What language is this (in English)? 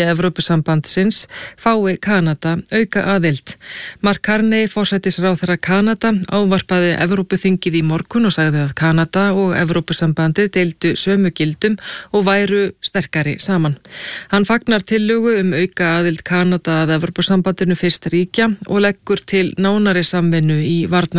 Icelandic